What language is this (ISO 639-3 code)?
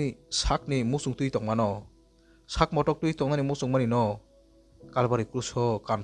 trp